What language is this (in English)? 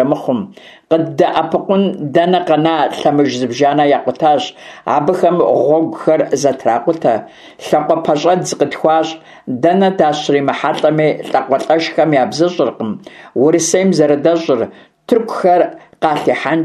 Kabardian